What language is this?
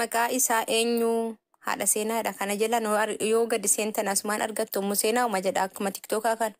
Oromo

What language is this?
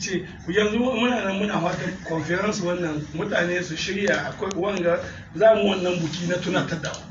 Hausa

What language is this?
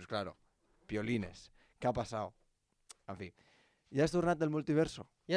Catalan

